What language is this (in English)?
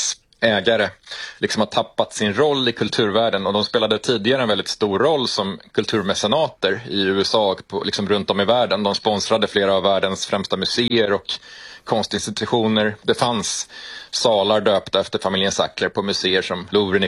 Swedish